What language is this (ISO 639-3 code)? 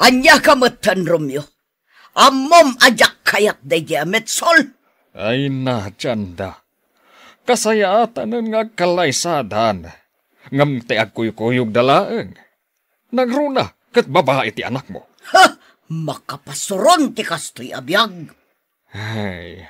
ilo